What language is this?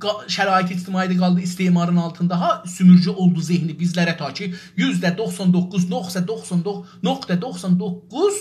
South Azerbaijani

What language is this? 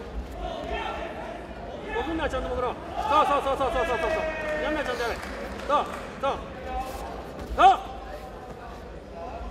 Japanese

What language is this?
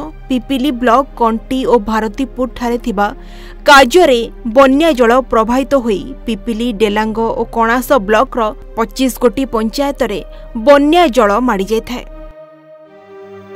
Odia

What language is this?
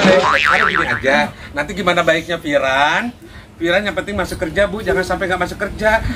Betawi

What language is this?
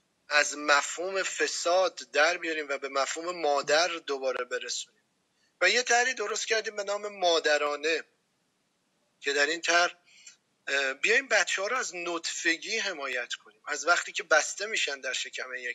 Persian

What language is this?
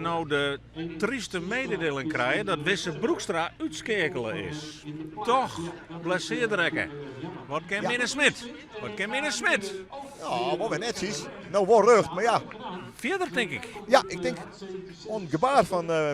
Western Frisian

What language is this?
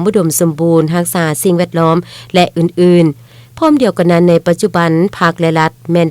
Lao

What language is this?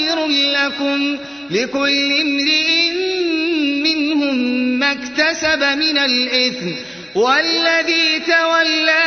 Arabic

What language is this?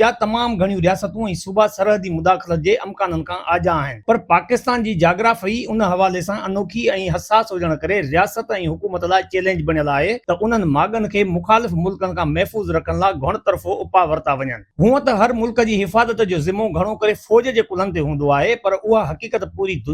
Sindhi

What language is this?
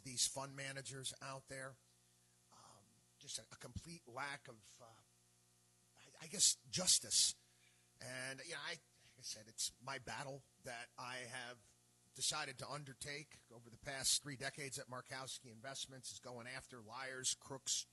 English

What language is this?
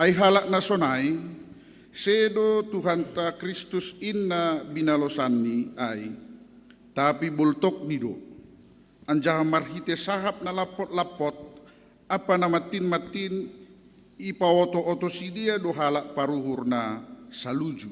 Batak Simalungun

